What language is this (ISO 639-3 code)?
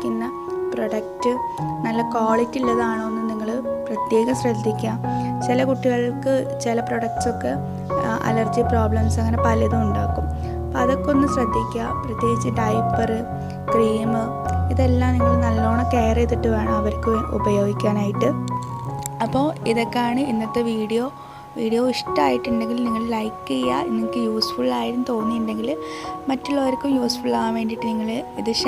mal